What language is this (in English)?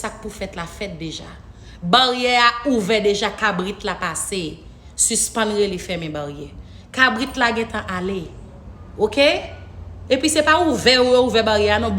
Haitian Creole